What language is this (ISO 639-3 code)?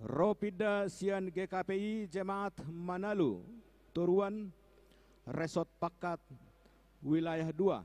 bbc